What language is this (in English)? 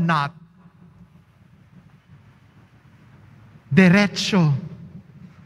Filipino